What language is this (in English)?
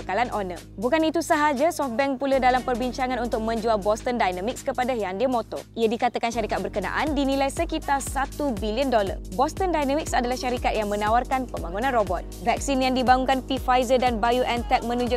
Malay